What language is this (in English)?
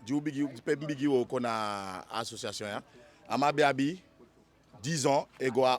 Eastern Maroon Creole